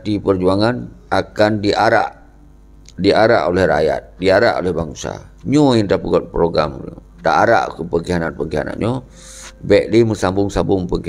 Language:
Achinese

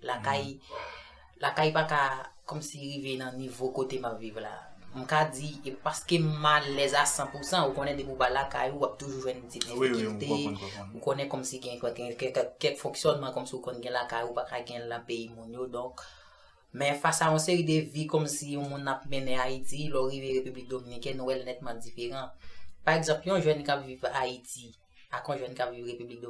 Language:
Haitian Creole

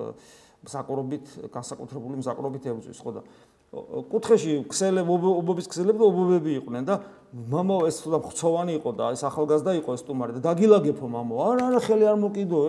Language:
Georgian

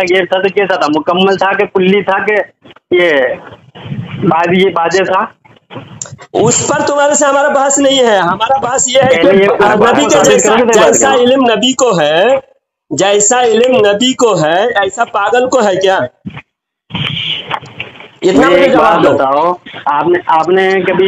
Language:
Urdu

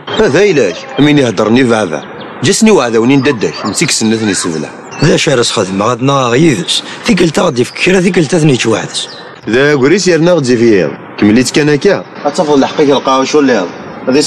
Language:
Kabyle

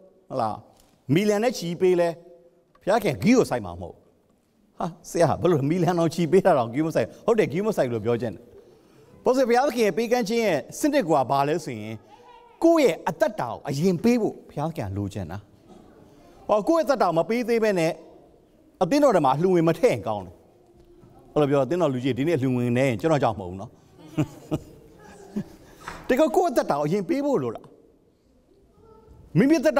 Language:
Burmese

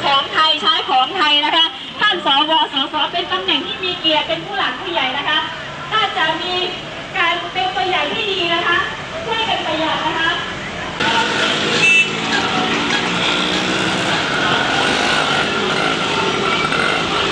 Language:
Thai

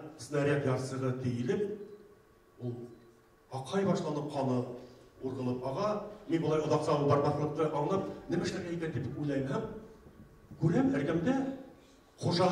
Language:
Bashkir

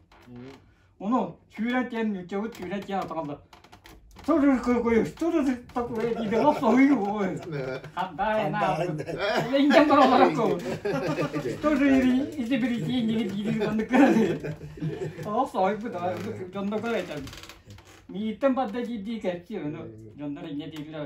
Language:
Yakut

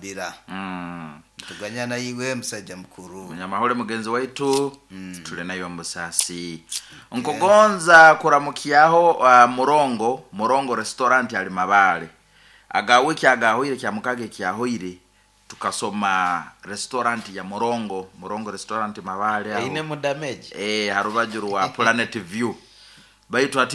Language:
Nyoro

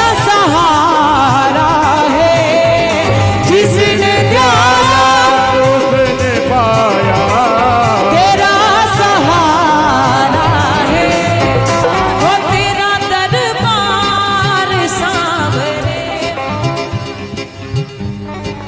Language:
Hindi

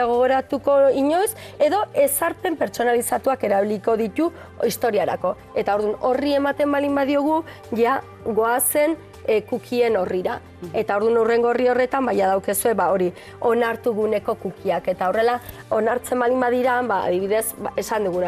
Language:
Basque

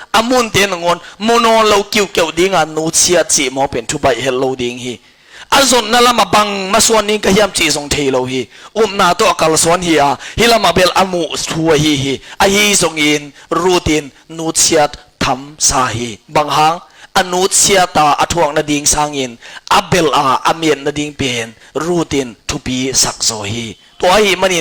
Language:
Tedim Chin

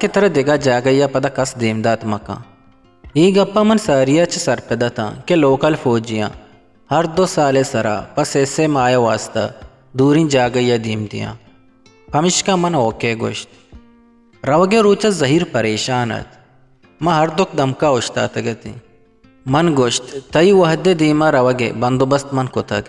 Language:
Eastern Balochi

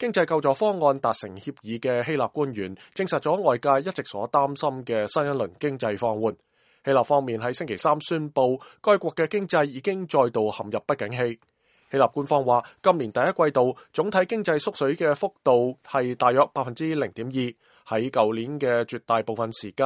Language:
Cantonese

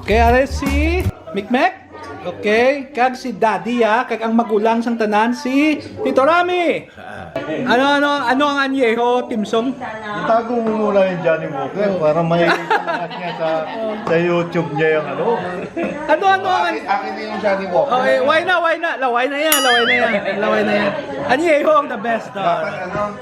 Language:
Hiligaynon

